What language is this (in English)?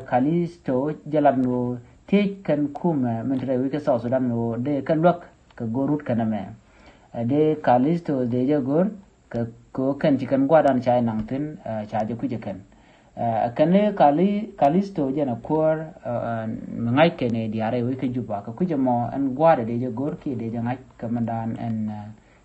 Nuer